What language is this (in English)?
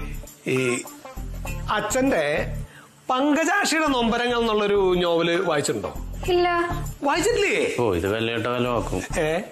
Malayalam